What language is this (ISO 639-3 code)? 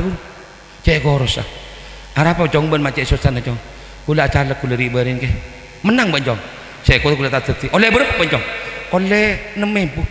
mad